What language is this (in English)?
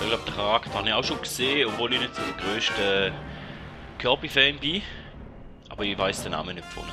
Swiss German